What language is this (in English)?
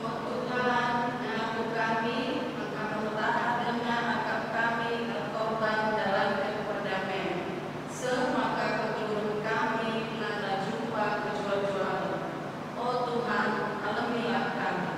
Batak Karo